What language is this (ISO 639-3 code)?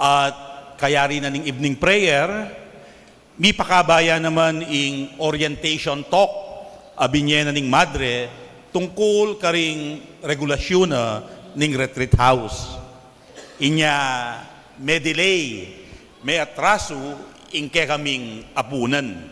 pam